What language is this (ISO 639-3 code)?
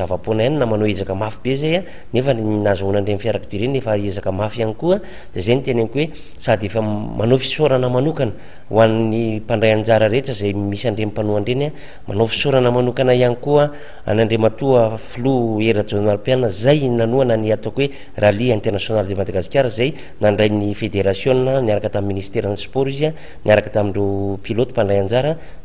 mlg